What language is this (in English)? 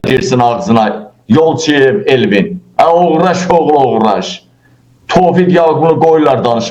Azerbaijani